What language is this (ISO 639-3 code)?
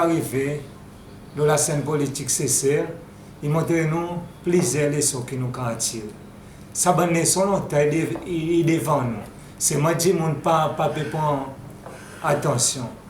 crs